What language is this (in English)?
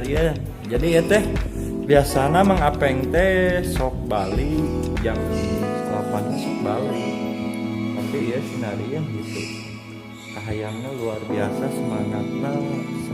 Sundanese